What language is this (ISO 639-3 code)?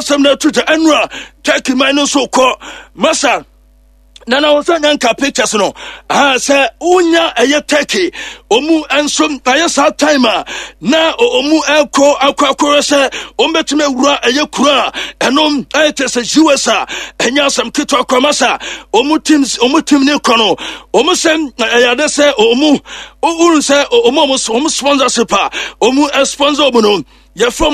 aka